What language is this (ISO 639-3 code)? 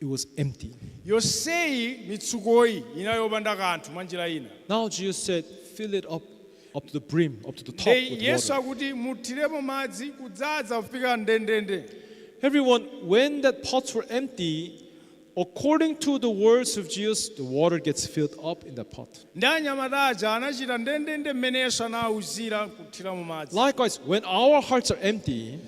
nya